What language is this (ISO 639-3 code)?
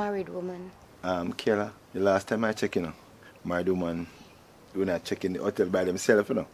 jam